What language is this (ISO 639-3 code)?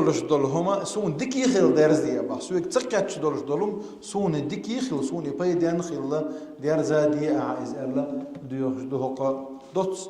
che